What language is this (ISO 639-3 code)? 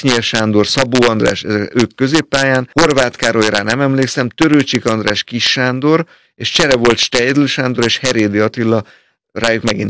hun